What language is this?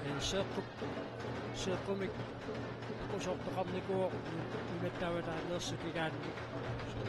Kalaallisut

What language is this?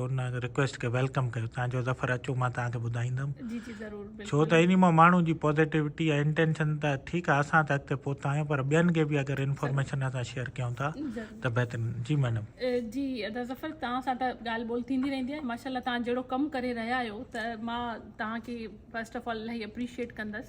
Sindhi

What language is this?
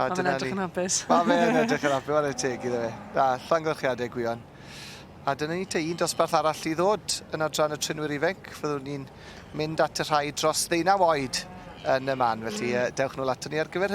Welsh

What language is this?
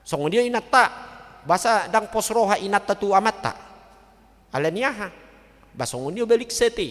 Batak Toba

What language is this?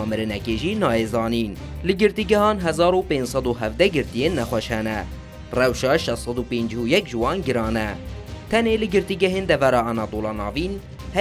Kurdish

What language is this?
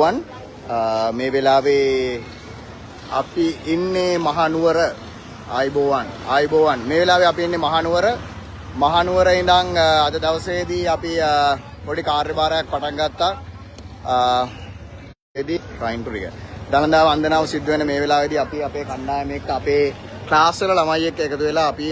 Sinhala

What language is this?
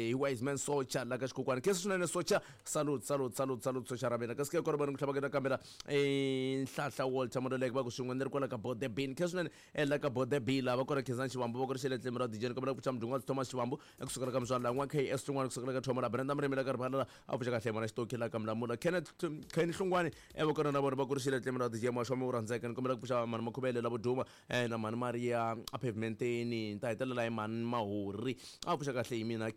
Tsonga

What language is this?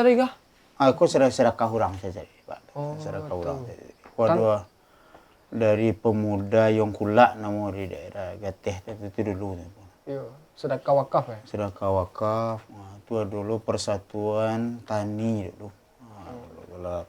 Minangkabau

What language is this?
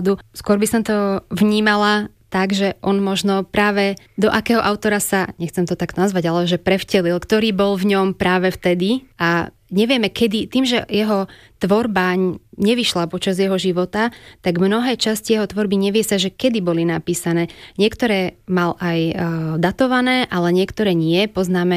Slovak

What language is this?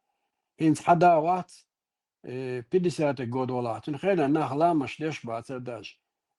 Chechen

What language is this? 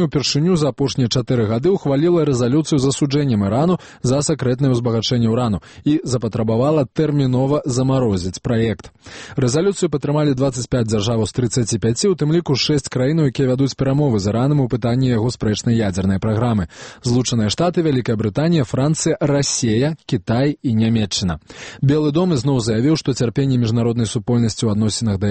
Belarusian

